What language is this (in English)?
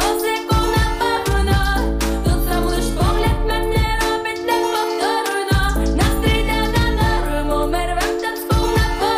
Ukrainian